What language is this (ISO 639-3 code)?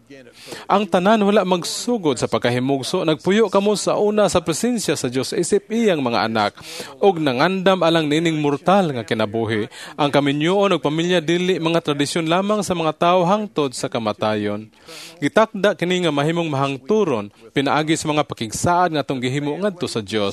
ceb